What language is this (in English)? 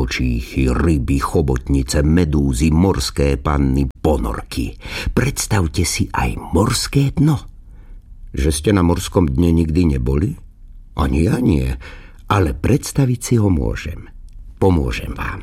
Slovak